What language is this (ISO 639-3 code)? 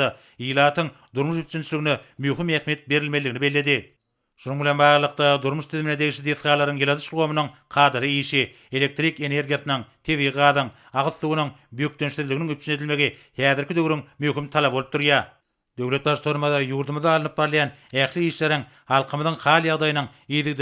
tuk